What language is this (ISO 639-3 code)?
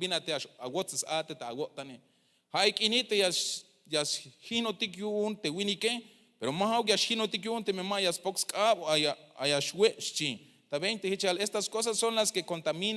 tzh